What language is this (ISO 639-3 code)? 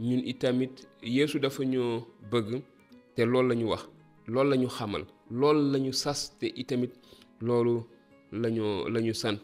wol